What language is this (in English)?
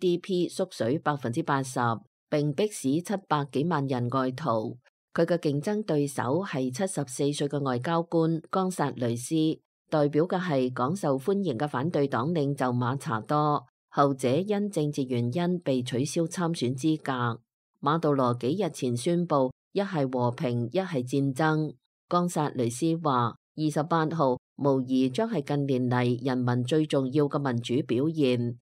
Cantonese